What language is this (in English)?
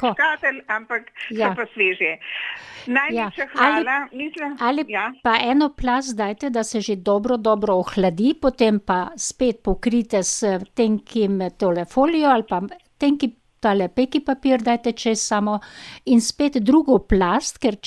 Slovenian